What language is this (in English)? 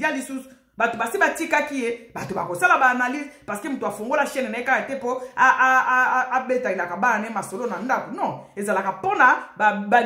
Lingala